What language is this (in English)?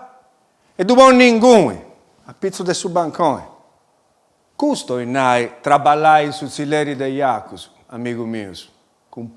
Sardinian